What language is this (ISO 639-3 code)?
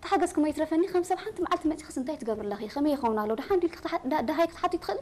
tir